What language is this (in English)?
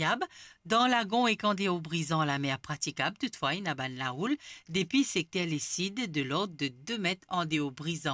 Morisyen